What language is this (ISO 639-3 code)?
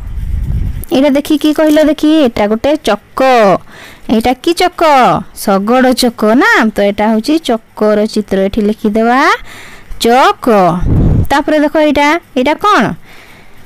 ori